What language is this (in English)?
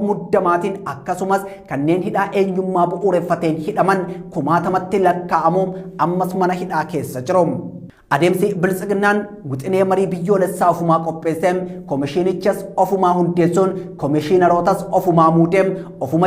Oromo